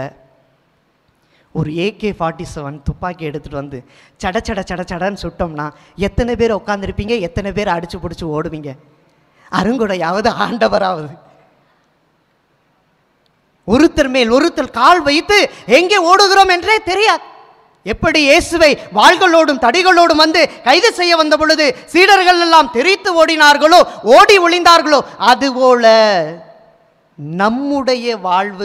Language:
Tamil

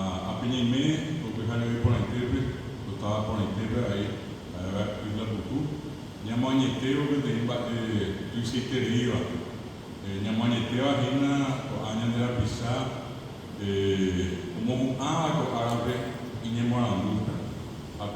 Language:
Guarani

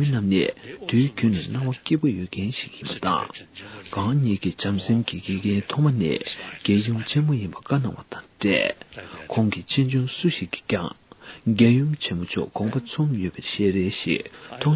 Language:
Tibetan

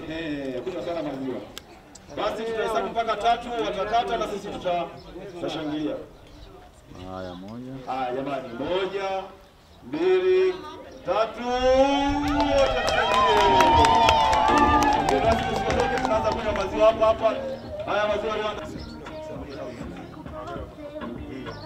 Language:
Swahili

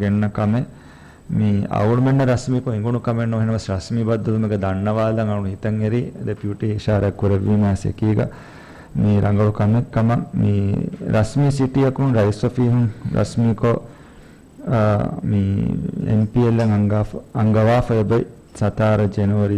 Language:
Divehi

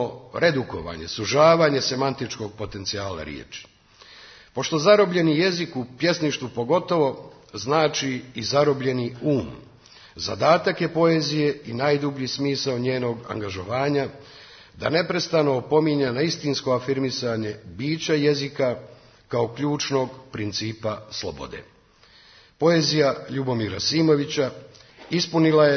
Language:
Serbian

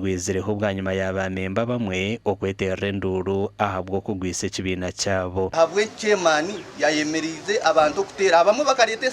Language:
Nyankole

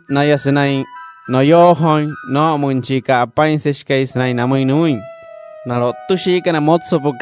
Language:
Wayuu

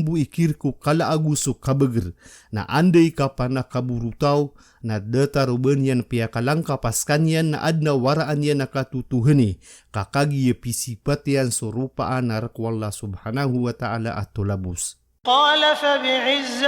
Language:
Maranao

